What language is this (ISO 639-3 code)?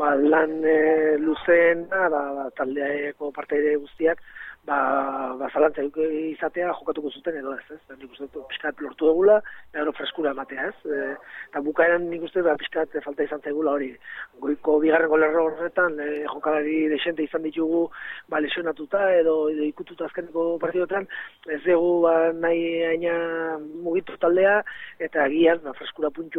eus